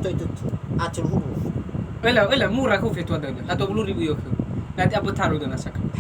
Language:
Nias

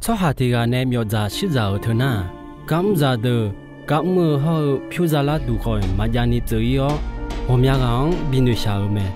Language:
Akha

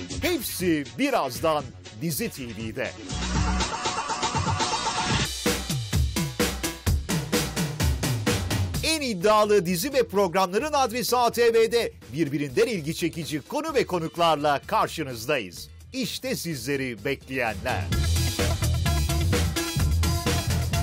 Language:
Turkish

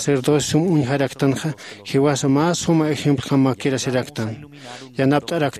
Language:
Aymara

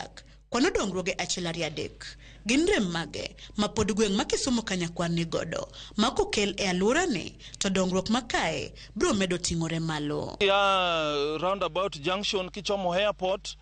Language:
Luo (Kenya and Tanzania)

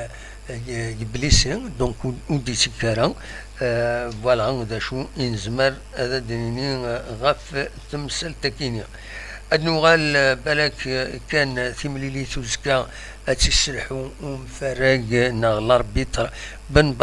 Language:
Kabyle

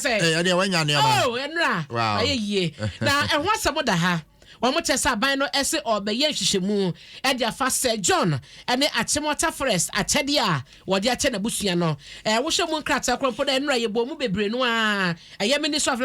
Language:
Akan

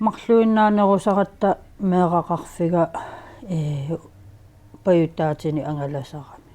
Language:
Kalaallisut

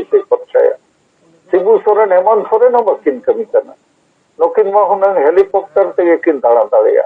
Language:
Santali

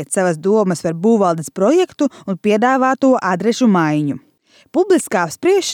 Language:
Latvian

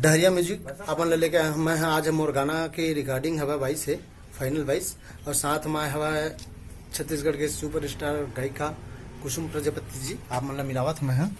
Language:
Chhattisgarhi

